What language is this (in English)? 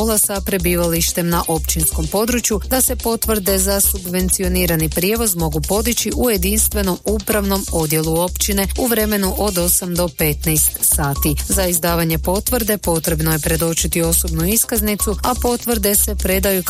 Croatian